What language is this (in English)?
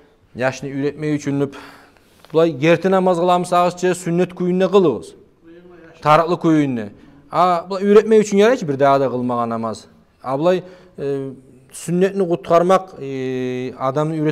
Kumyk